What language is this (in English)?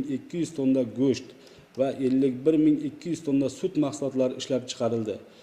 Uzbek